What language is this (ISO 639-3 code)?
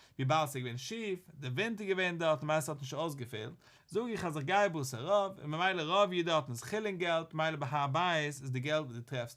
yid